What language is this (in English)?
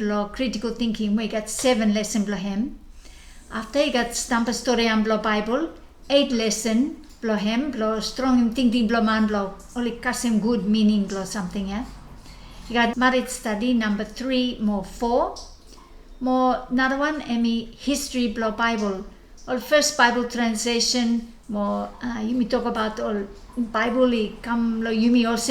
Bislama